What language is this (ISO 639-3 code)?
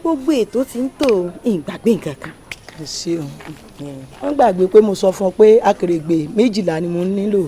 yor